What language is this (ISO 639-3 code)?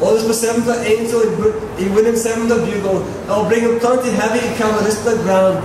tpi